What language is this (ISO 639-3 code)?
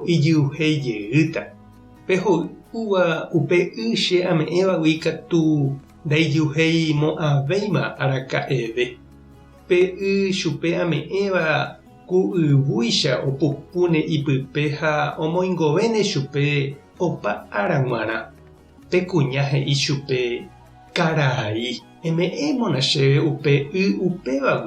grn